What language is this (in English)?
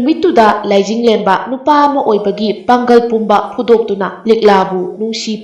Manipuri